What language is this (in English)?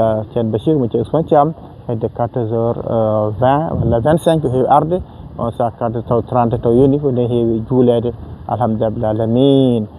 Fula